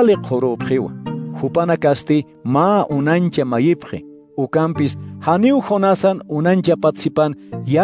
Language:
Aymara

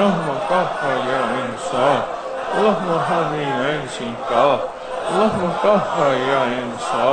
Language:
Urdu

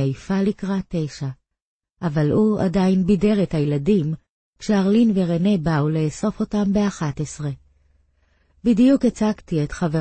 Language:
Hebrew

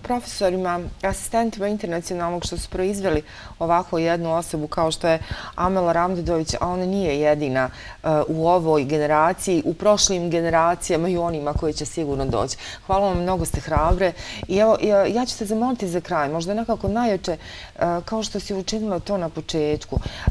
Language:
Bosnian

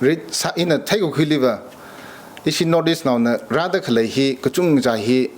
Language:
Tangkhul Naga (India)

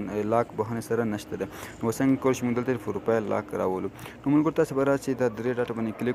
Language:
Pashto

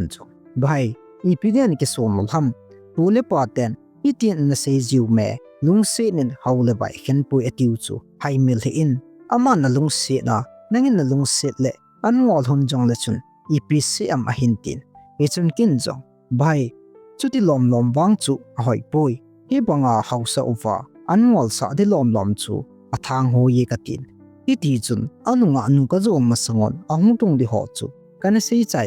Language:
Thado Chin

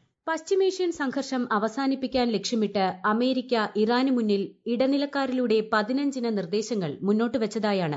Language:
Malayalam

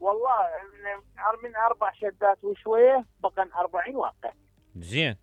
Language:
Mesopotamian Arabic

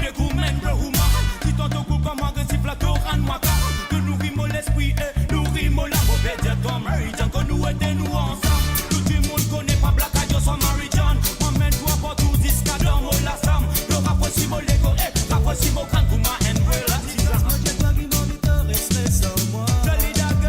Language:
Morisyen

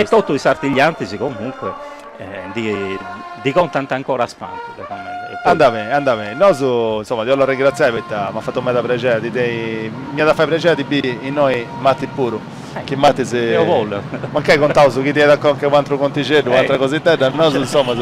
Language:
Sardinian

